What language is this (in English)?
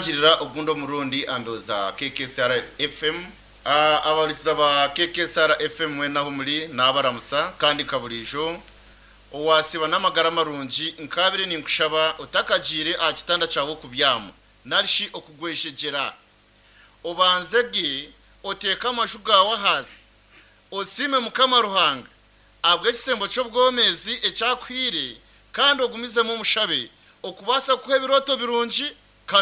Nyankole